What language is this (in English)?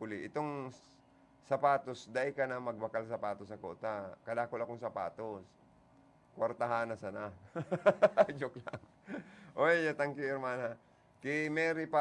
Bikol